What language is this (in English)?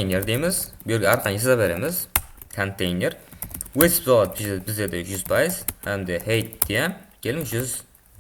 Kara-Kalpak